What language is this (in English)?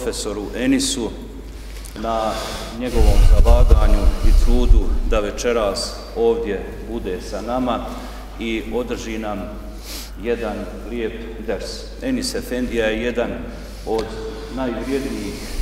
Bosnian